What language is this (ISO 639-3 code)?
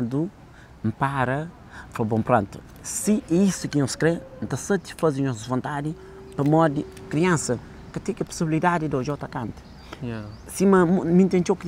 kea